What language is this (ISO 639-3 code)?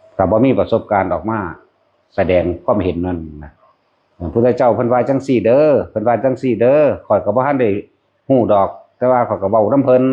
tts